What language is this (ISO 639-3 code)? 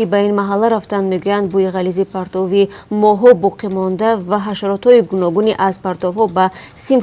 tgk